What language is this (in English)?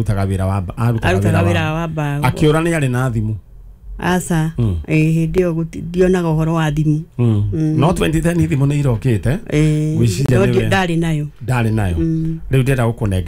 Kikuyu